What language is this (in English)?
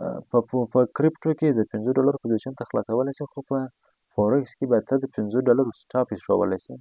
Pashto